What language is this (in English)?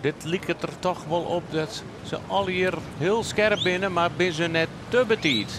Western Frisian